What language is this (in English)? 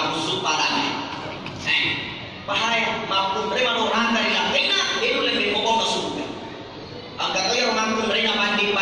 Buginese